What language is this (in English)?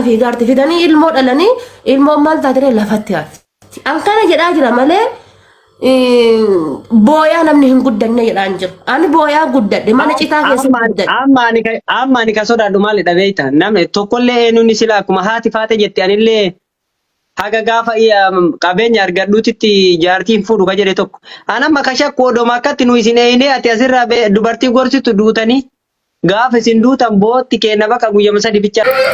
Oromo